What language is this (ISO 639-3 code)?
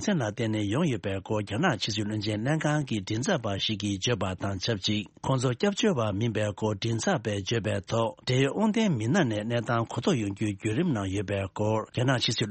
bod